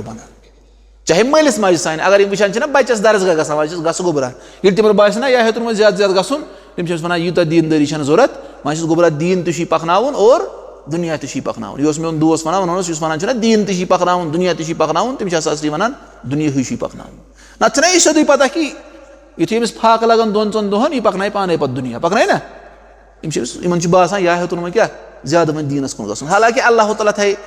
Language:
Kashmiri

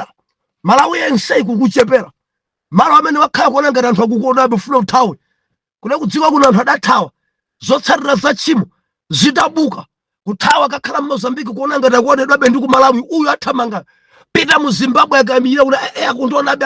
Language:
Nyanja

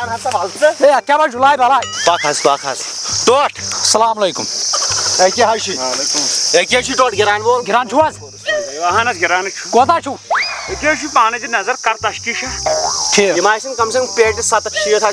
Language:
Kashmiri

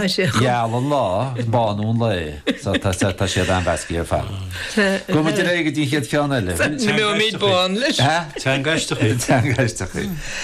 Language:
Irish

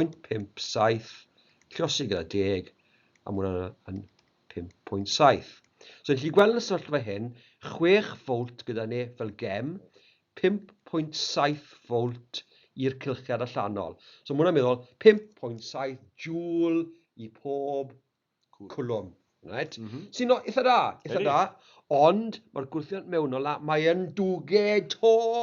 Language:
Welsh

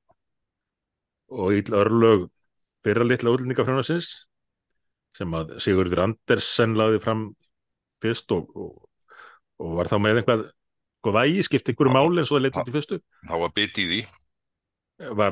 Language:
Icelandic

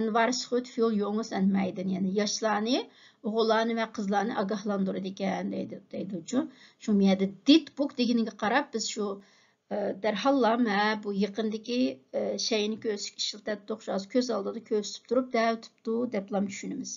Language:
Uyghur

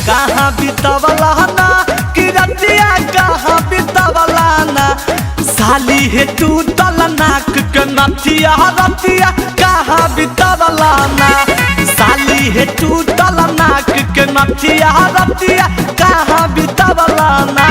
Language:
Magahi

